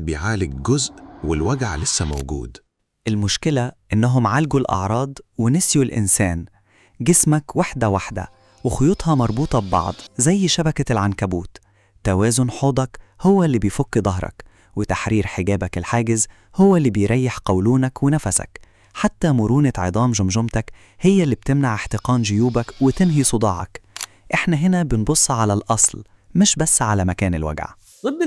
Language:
Egyptian Arabic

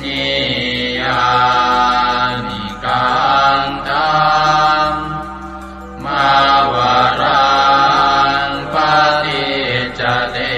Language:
Pali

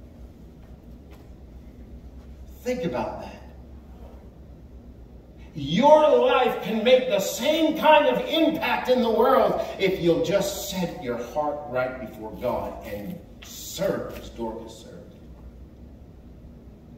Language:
English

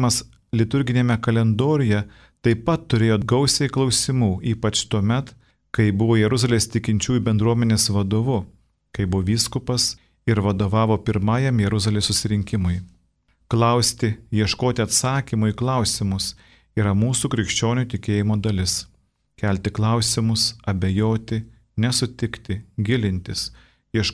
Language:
Lithuanian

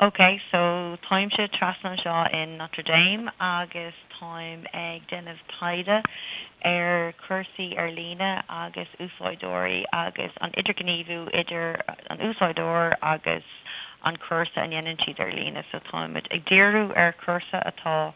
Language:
Irish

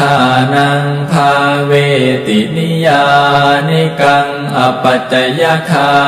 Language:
Pali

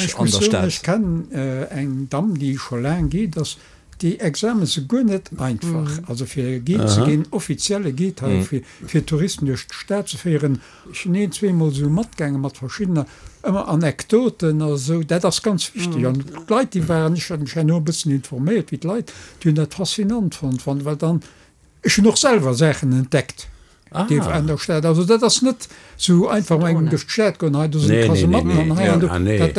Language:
Luxembourgish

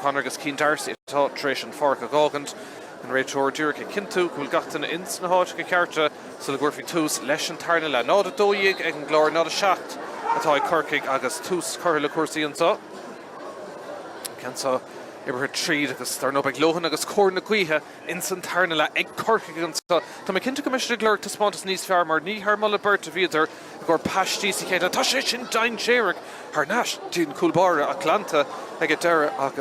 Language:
Irish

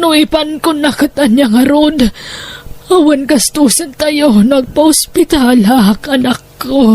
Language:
Iloko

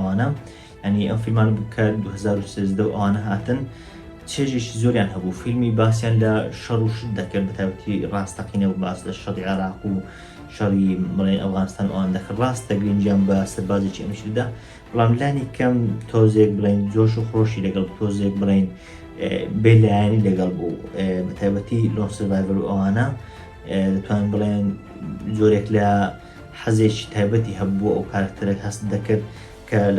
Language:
Central Kurdish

